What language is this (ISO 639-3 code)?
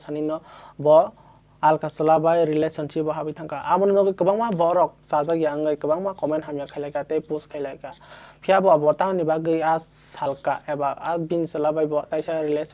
trp